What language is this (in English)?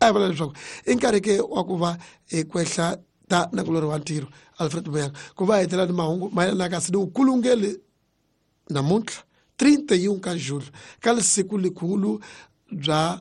Tsonga